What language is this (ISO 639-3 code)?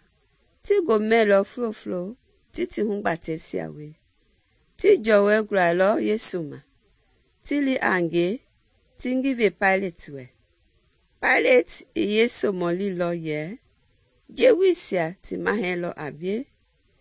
men